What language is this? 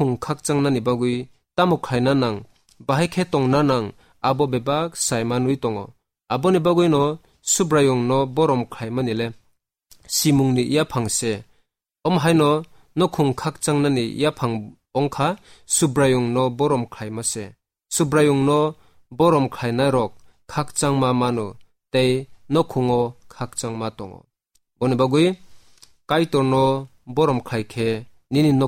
Kok Borok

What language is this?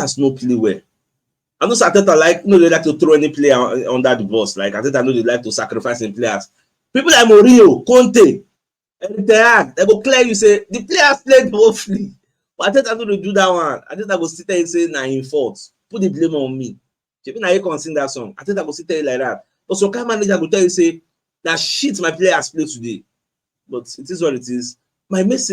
Nigerian Pidgin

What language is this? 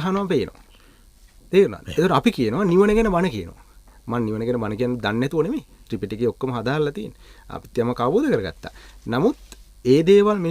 Sinhala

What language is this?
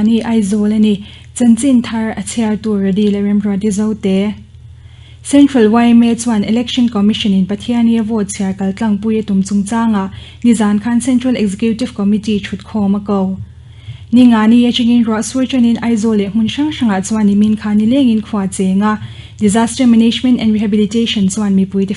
Mizo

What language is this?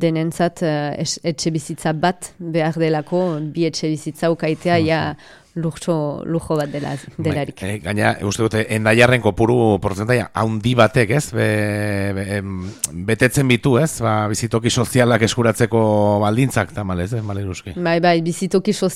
Basque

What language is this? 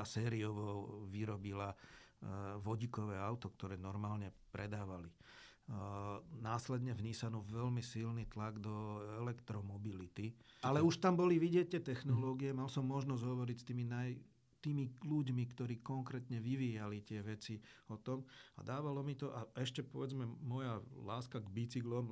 Slovak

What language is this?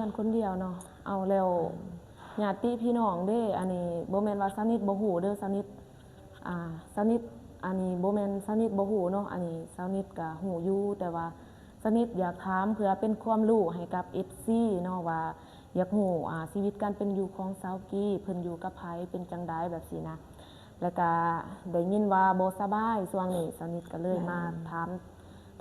Lao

